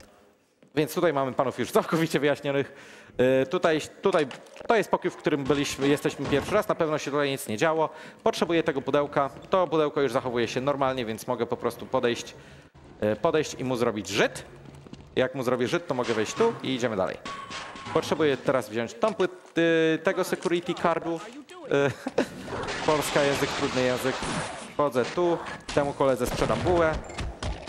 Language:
Polish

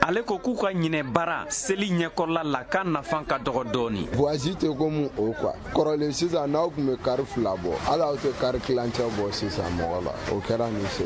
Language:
Bambara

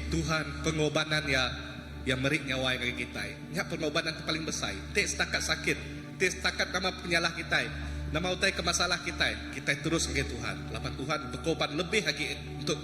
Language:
Iban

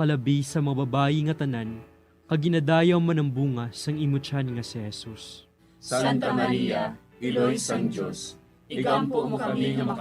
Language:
Hiligaynon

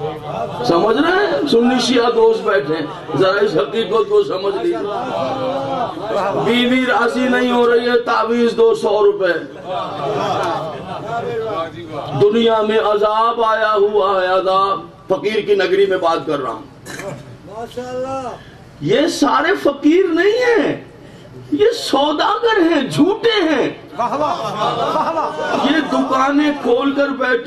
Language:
Urdu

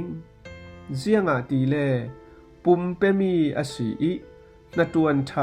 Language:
Falam Chin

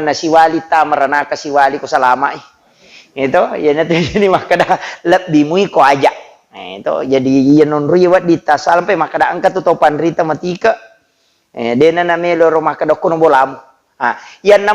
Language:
Buginese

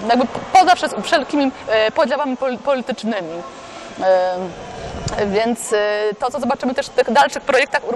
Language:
Polish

